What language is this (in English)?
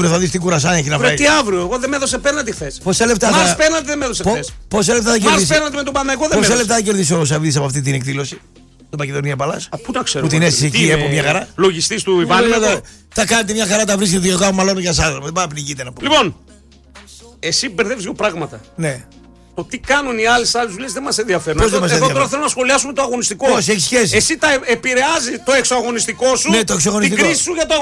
Greek